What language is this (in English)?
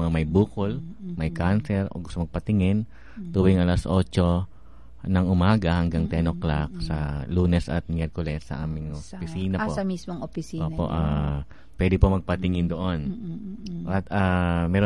Filipino